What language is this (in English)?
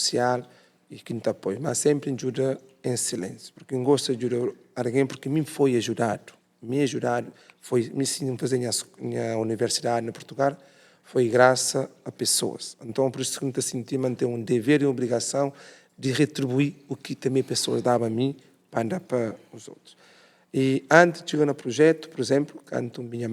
Kabuverdianu